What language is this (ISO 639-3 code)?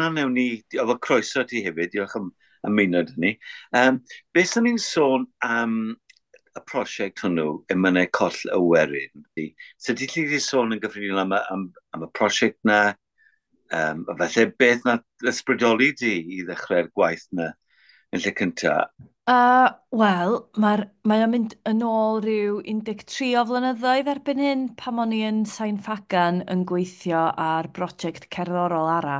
cym